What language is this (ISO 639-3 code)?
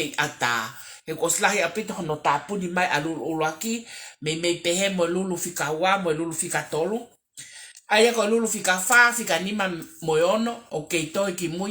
ton